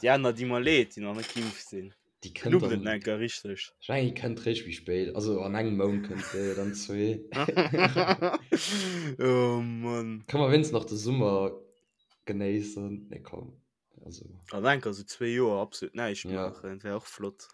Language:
Luxembourgish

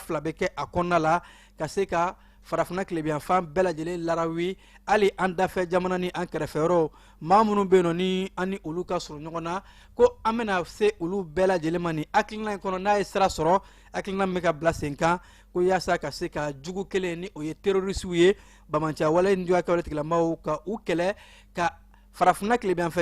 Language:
Bambara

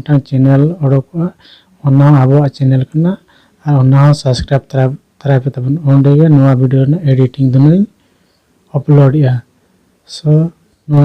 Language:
Santali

